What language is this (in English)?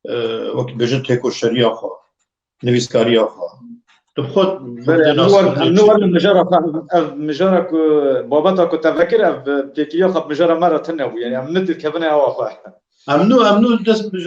Kurdish